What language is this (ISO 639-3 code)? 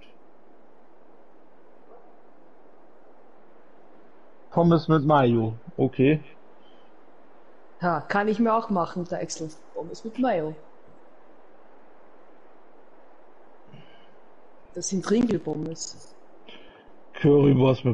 deu